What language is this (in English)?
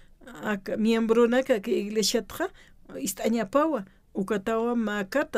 Aymara